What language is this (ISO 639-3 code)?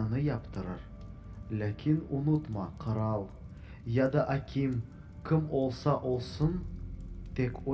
crh